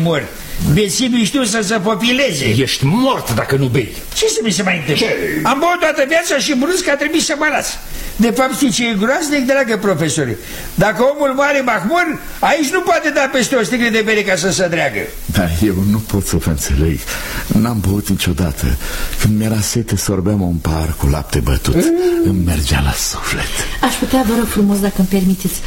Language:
Romanian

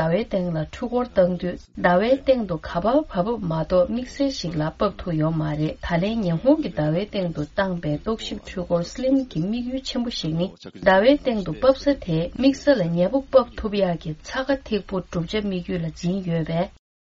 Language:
Tibetan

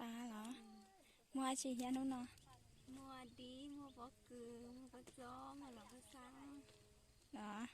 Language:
Hmong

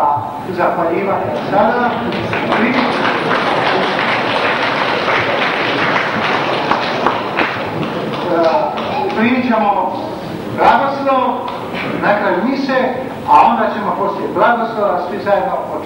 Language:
Croatian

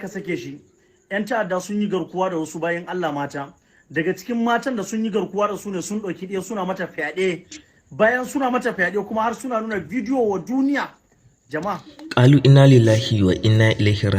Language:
Hausa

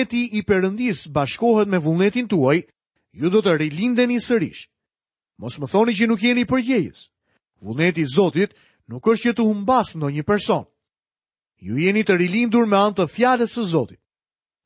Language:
Albanian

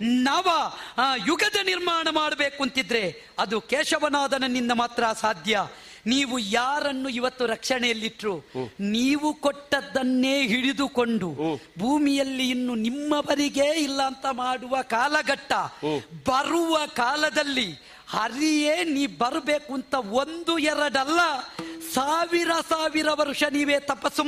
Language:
Kannada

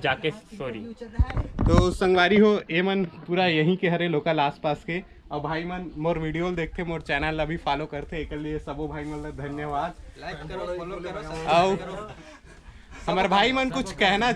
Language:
Chhattisgarhi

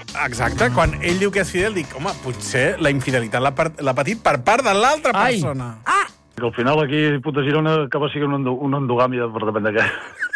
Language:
Catalan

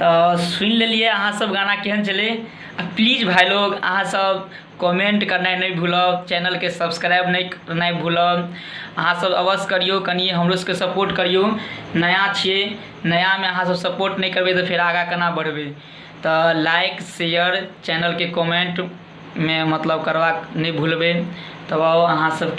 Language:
Maithili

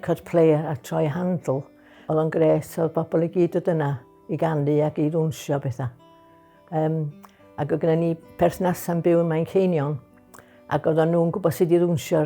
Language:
Welsh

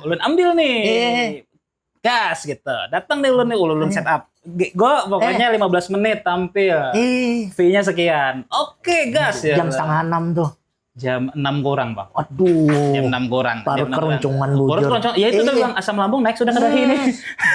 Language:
Banjar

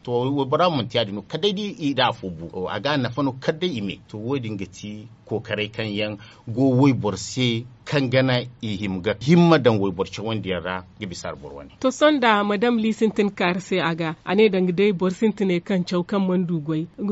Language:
Zarma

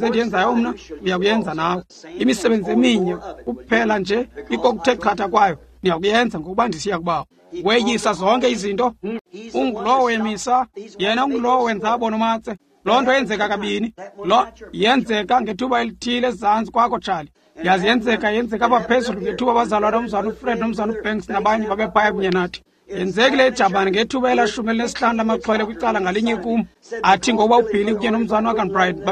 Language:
Xhosa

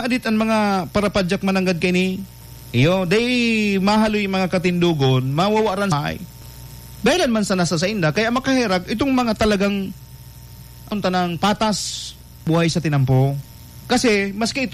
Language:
Bikol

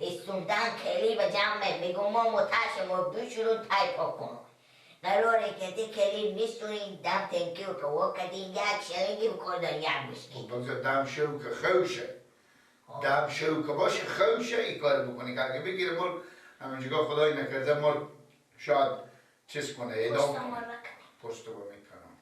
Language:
Persian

